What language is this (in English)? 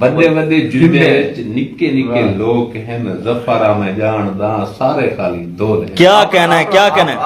Saraiki